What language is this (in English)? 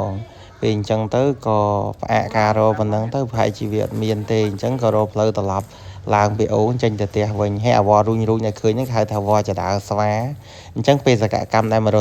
Khmer